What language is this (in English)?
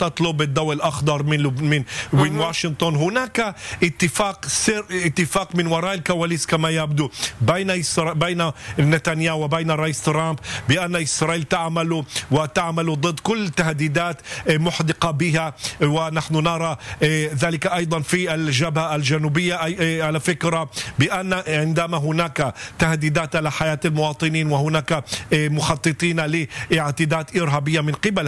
Arabic